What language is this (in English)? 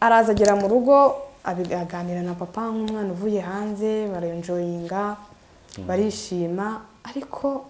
Kinyarwanda